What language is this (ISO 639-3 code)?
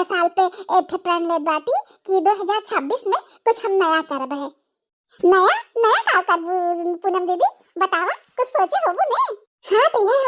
bho